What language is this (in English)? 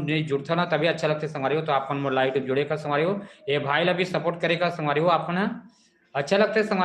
Chhattisgarhi